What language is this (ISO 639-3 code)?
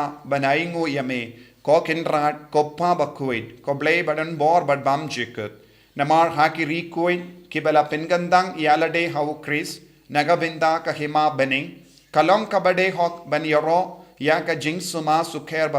kha